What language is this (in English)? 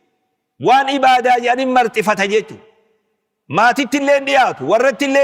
Oromo